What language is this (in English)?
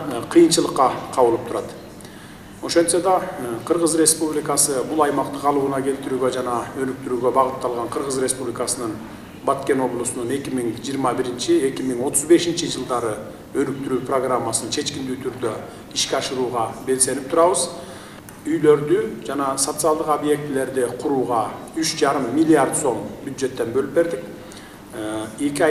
Kyrgyz